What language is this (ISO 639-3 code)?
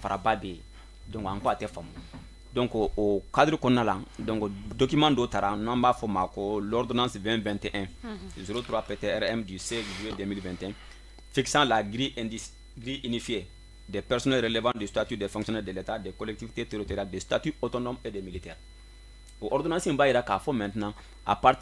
bam